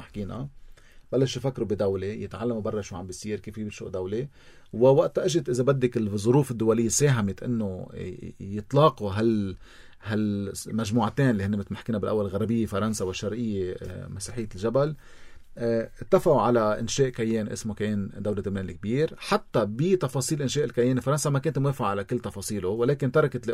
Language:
North Levantine Arabic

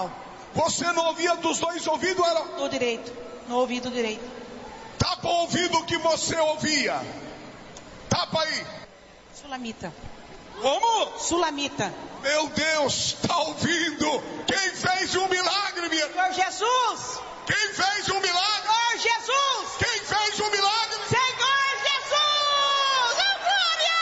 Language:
Portuguese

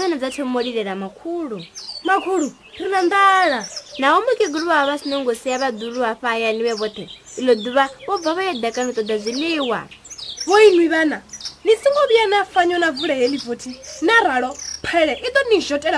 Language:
Venda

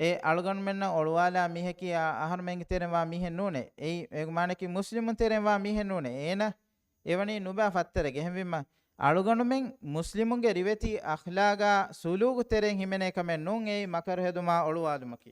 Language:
Divehi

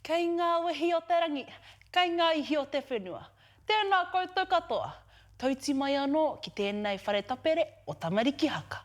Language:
Māori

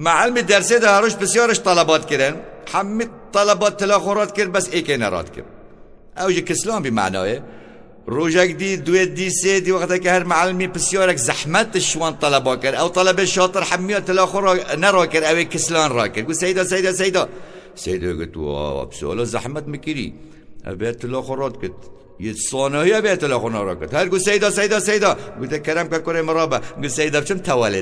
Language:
Kurdish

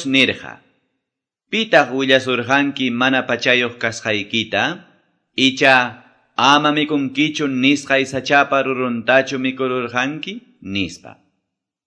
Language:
Quechua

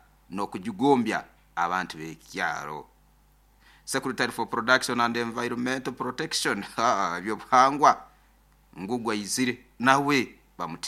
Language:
Nyoro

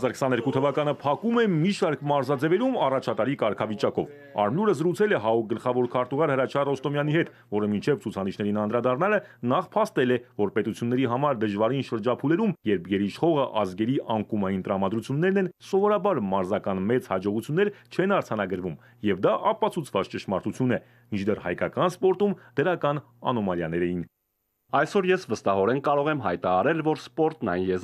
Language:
Armenian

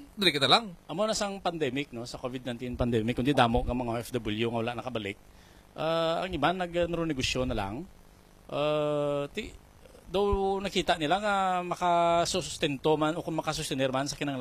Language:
Hiligaynon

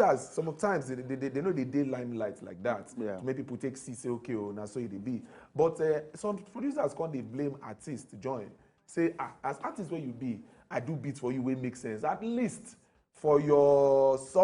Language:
Nigerian Pidgin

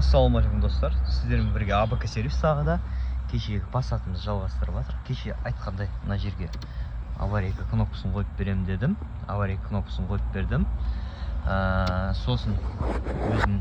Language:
Kazakh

